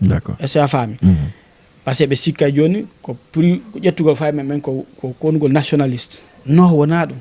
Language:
Fula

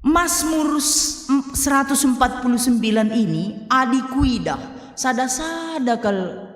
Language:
Batak Karo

